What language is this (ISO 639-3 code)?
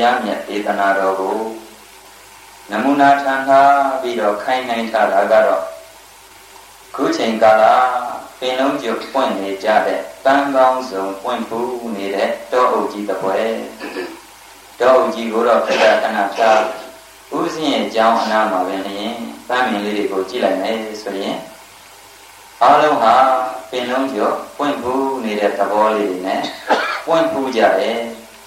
mya